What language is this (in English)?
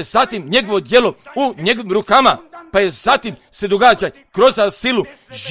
Croatian